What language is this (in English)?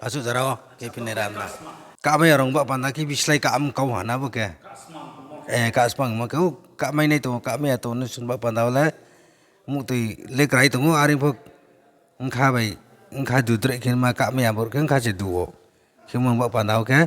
Riang (India)